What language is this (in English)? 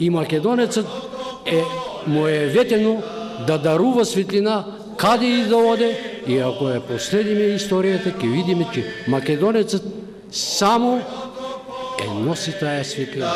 Macedonian